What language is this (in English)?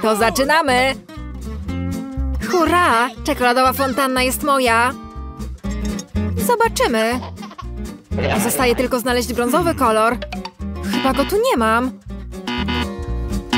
Polish